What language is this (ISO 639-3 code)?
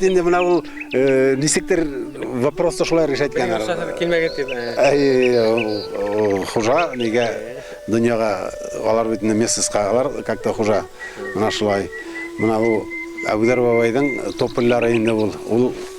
bak